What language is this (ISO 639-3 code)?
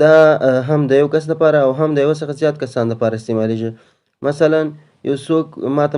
pus